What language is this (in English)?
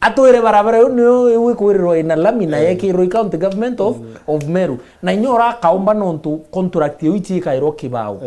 Meru